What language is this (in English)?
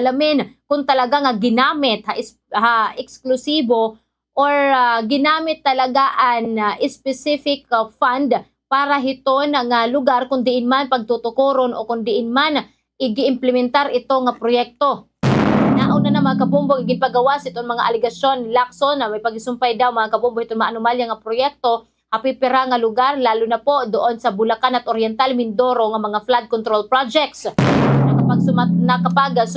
Waray